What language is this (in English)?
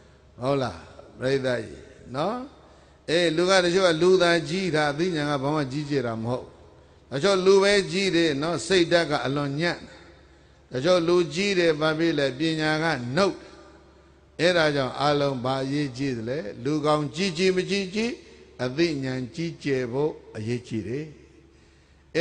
Burmese